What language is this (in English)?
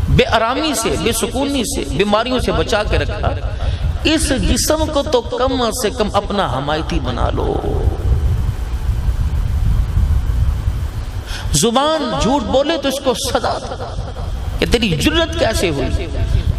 Urdu